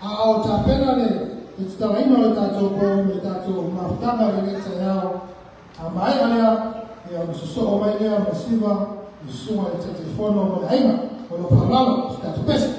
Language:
Samoan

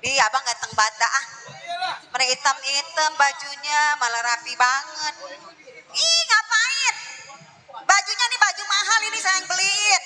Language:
Betawi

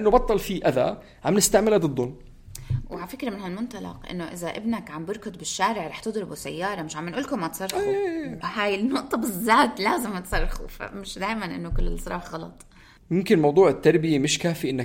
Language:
North Levantine Arabic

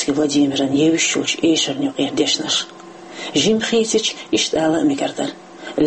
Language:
Chechen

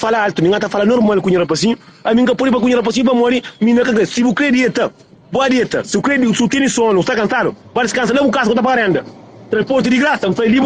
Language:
Kabuverdianu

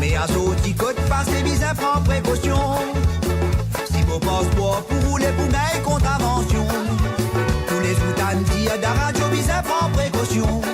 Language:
Morisyen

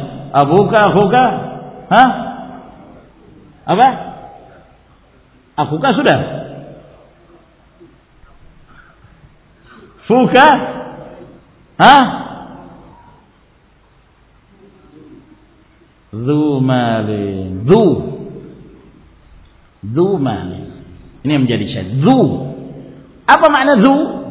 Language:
Indonesian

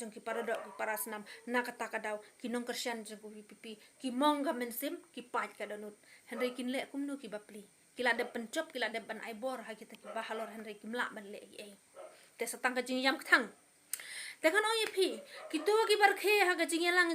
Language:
Khasi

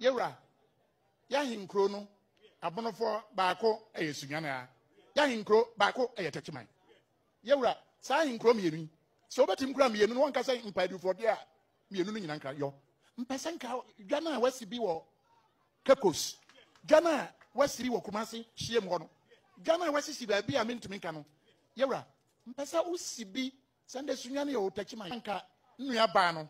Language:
Akan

